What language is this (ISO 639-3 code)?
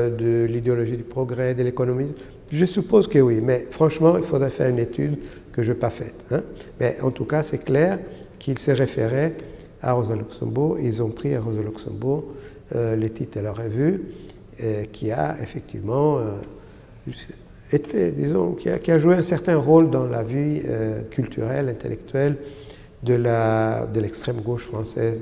fra